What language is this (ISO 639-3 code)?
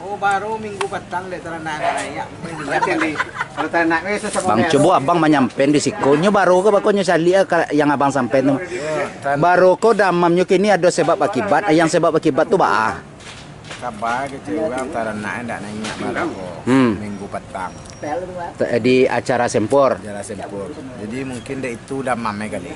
min